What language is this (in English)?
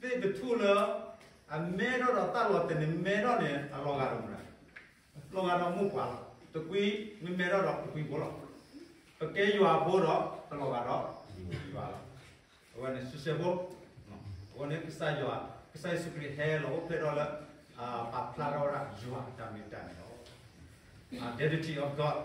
S'gaw Karen